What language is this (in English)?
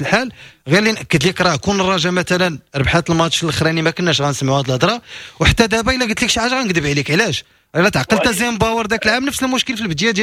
Moroccan Arabic